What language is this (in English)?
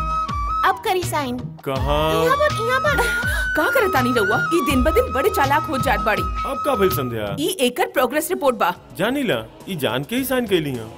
Bhojpuri